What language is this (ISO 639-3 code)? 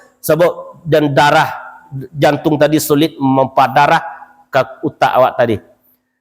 min